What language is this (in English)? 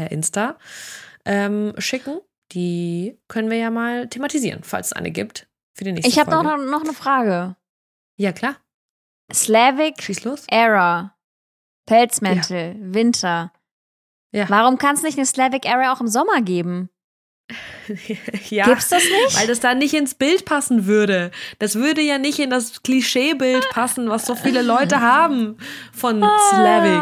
German